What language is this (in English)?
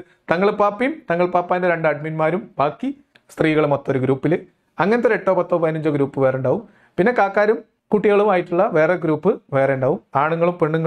Malayalam